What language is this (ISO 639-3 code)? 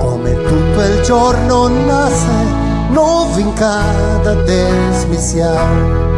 vec